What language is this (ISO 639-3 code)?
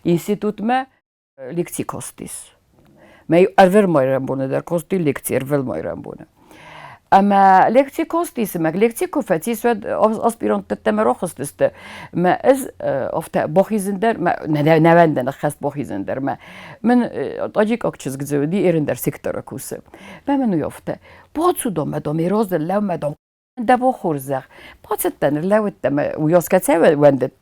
oss